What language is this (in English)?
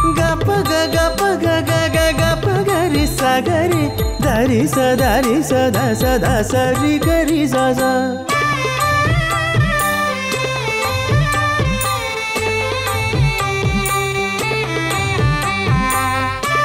Telugu